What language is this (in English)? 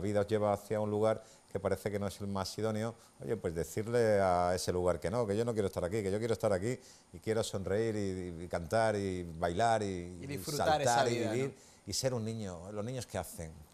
Spanish